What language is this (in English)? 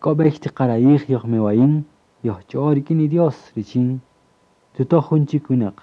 Kaqchikel